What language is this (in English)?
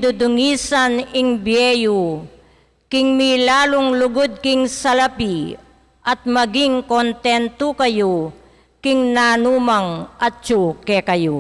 Pampanga